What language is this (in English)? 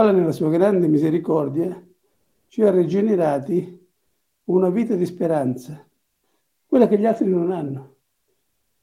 Italian